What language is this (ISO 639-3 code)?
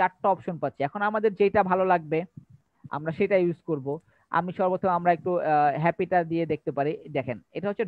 ben